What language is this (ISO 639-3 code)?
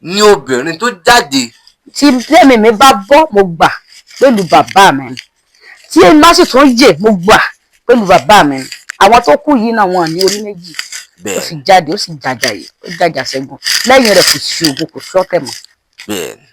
yor